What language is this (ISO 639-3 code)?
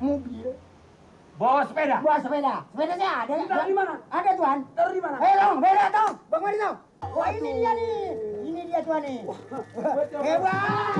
bew